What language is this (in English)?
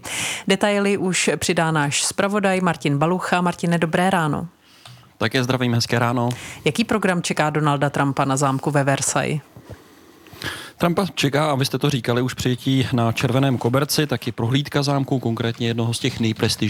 Czech